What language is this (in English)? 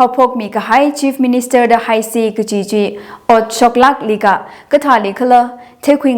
Tangkhul Naga (India)